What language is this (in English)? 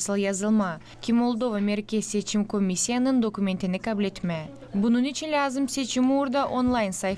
Gagauz